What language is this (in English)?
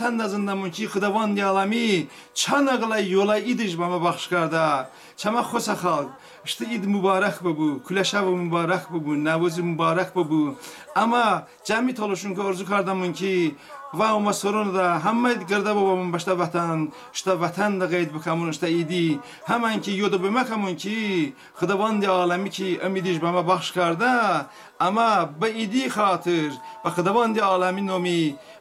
Talysh